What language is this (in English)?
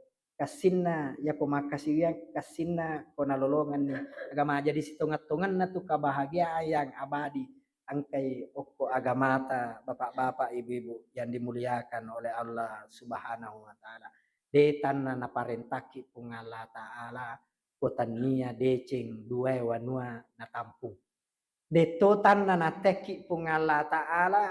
Buginese